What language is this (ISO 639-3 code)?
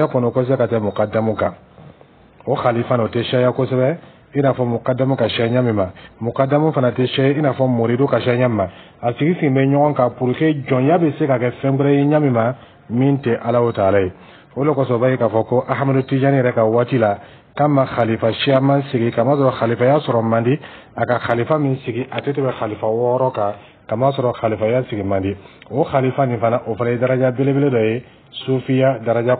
dyu